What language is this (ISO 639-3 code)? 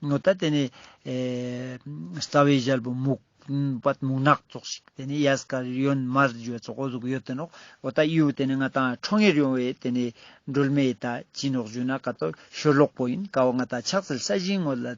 lbj